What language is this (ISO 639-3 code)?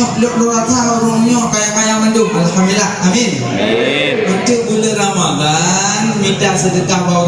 ace